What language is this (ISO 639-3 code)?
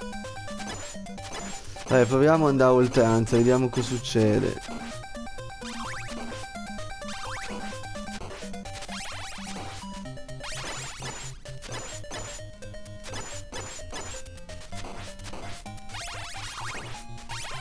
ita